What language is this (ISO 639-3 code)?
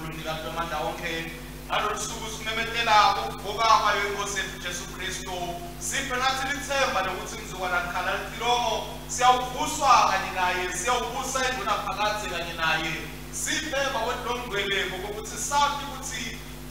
ssw